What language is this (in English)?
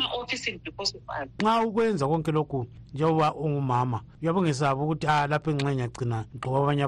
North Ndebele